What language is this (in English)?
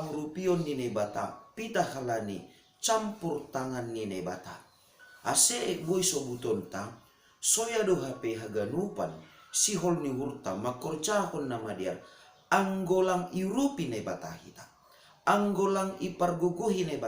Batak Simalungun